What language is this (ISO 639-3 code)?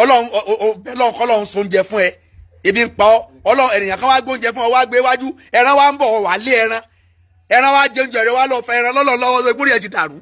yor